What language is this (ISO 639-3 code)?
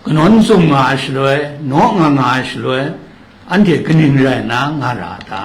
kac